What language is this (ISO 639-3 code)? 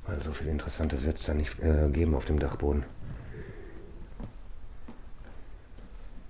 deu